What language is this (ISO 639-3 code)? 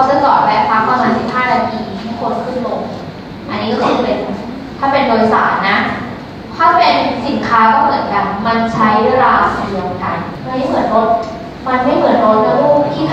tha